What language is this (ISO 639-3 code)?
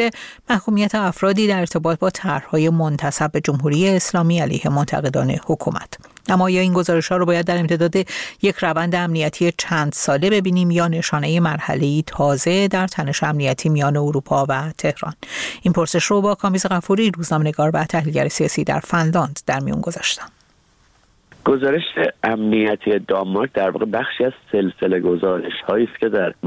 fas